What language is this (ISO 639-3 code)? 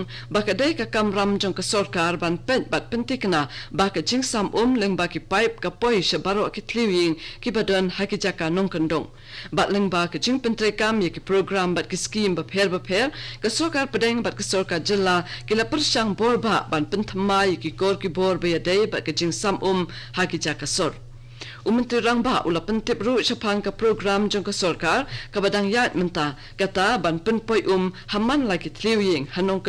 kha